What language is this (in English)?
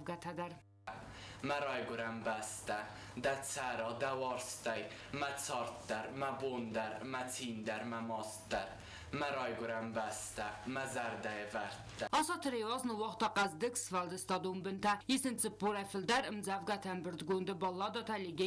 Ossetic